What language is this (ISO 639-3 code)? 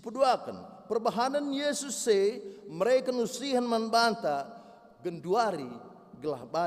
btx